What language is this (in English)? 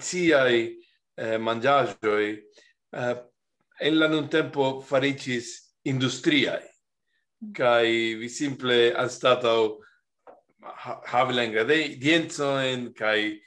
Esperanto